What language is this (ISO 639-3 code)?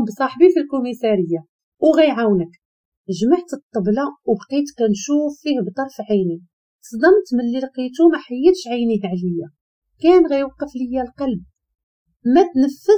ary